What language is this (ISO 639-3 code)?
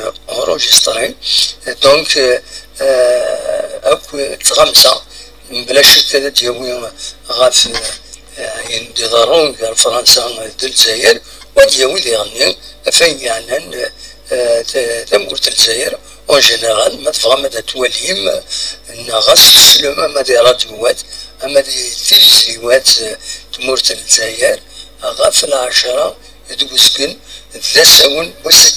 kab